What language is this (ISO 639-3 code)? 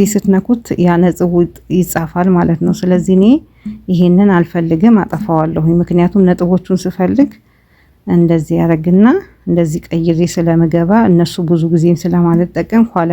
amh